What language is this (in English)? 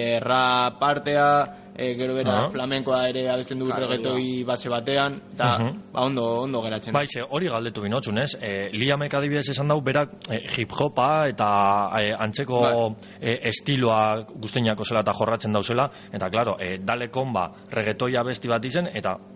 Basque